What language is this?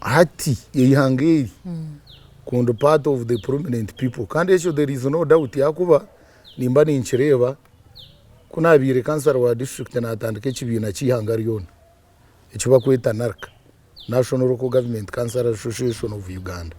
Nyankole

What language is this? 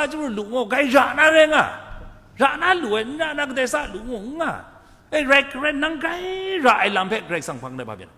Kachin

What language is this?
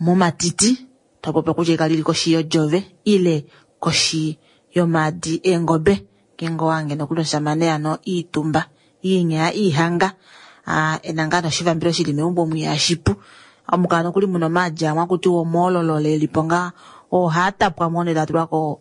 Kuanyama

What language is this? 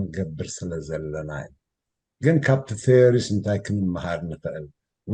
Tigrinya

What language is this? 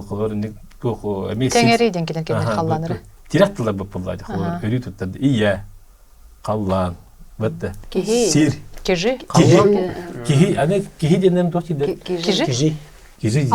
Yakut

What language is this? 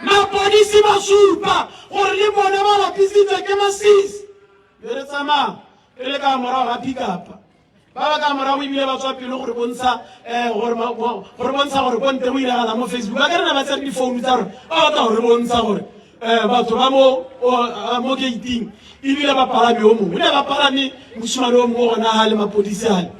Tswana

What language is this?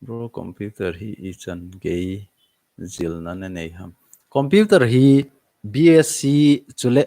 Thado Chin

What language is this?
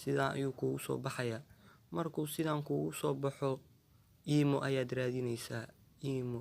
Somali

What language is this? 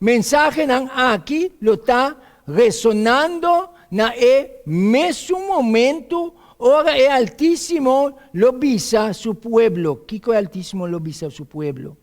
Papiamento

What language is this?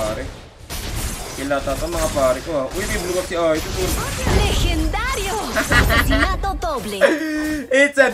Filipino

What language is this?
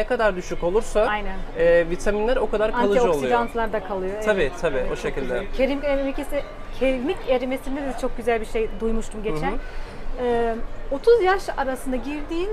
Turkish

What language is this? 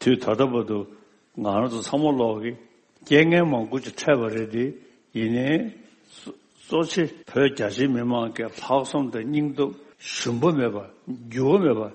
Tibetan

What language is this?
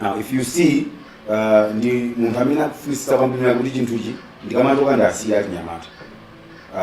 Nyanja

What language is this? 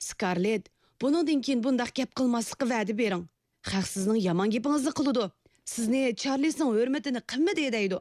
Uyghur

